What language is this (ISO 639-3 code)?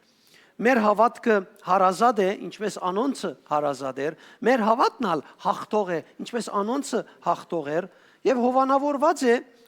hyw